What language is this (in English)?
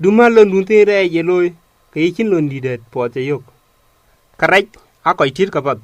Dinka